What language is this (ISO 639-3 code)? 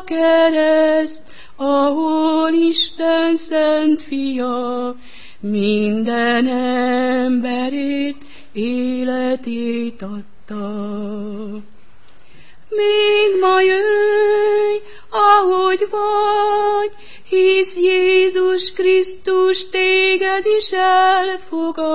hun